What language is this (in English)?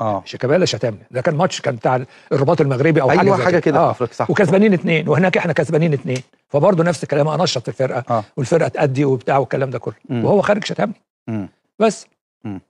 Egyptian Arabic